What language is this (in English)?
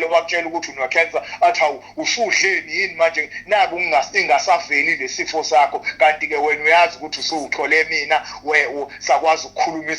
Zulu